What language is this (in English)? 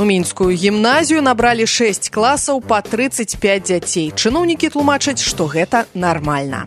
Belarusian